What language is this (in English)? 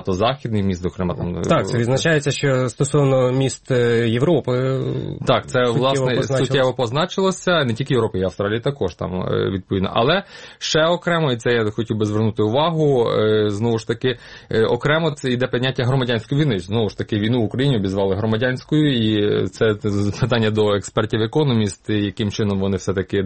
Ukrainian